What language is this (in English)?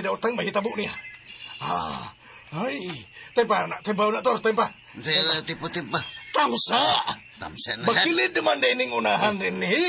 Cebuano